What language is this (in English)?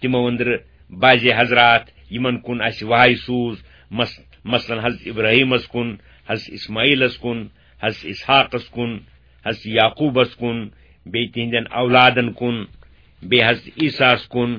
Kashmiri